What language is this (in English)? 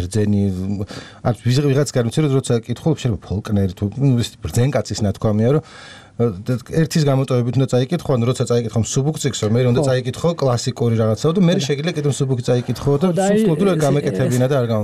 Georgian